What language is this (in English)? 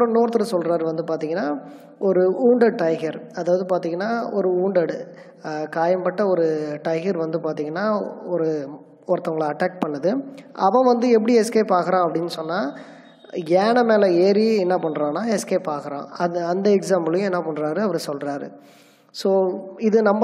Tamil